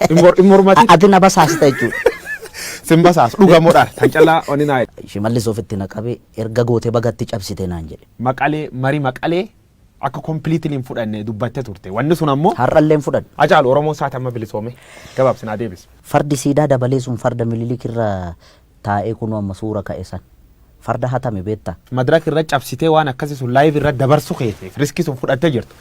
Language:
Oromo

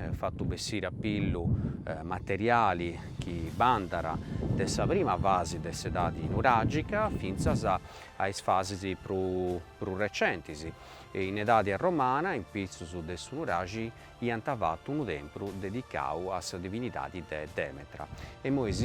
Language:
Sardinian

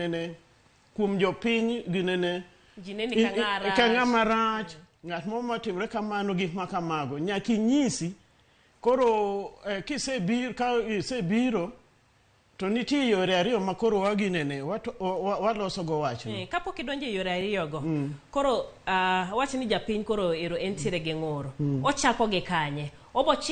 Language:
Luo (Kenya and Tanzania)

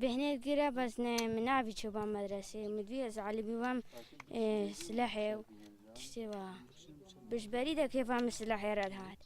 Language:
Kurdish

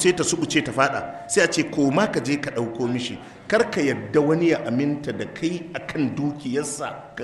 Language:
Hausa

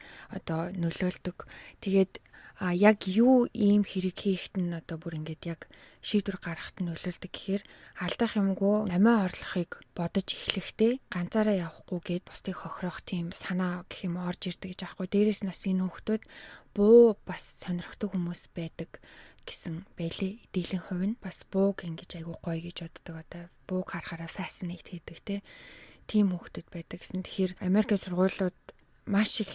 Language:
Mongolian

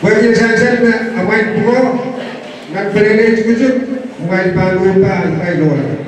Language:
Pohnpeian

